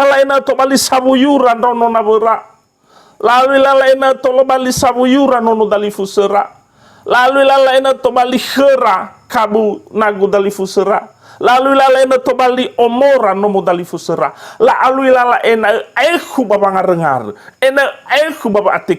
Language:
Nias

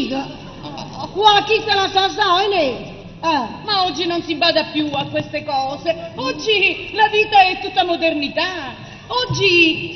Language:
Neapolitan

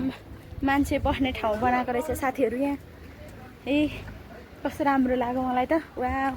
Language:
Nepali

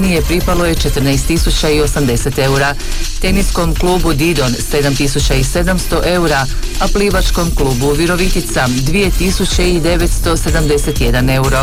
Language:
Croatian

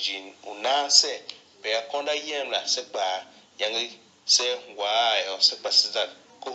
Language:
Tiv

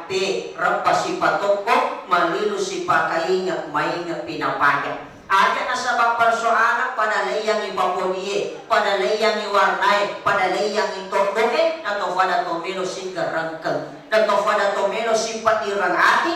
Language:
Buginese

